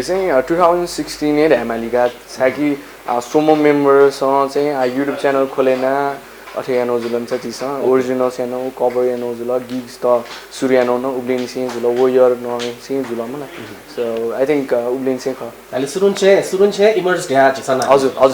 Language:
Newari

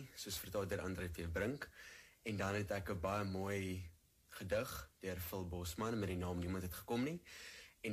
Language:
Afrikaans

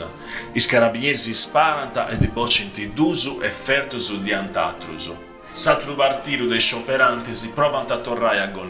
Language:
Sardinian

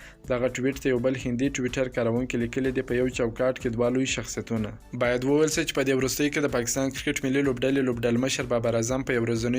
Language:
Pashto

